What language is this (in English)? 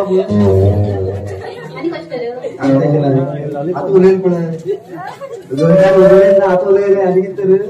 Konkani